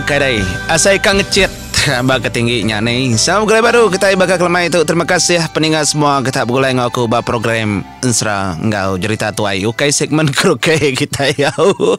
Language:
Iban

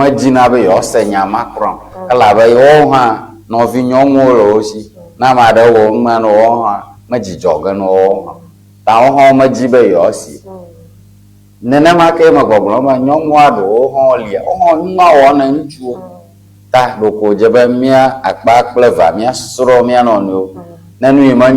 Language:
Ewe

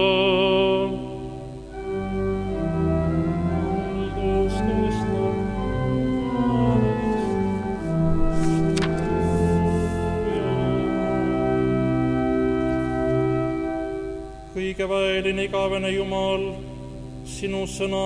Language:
Estonian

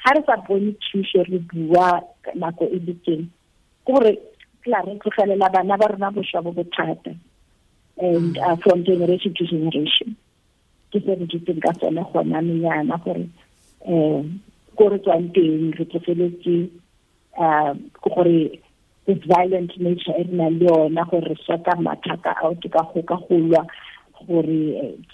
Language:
Tswana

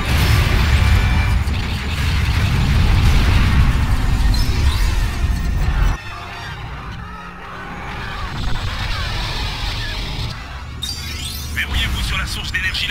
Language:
French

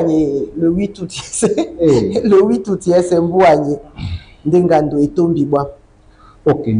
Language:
Duala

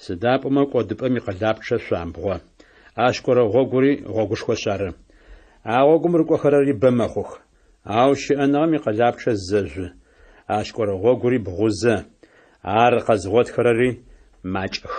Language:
Adyghe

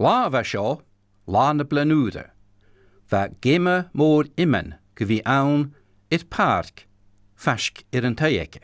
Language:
Scottish Gaelic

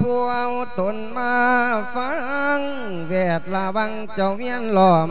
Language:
Lao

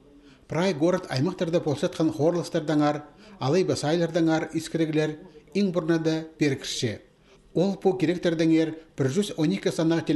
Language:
Khakas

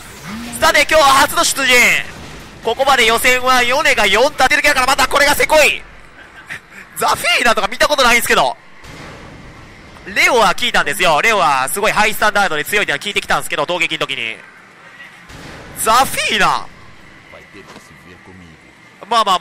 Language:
Japanese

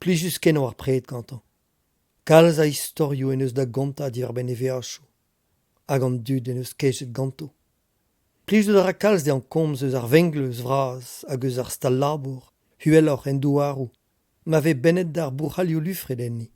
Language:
Breton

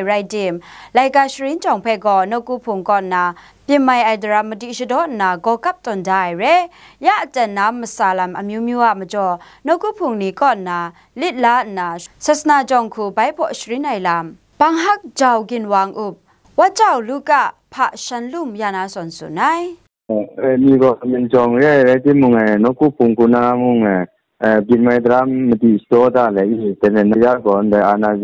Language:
Kachin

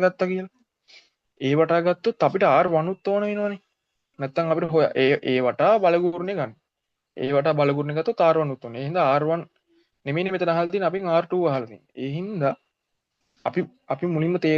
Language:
Sinhala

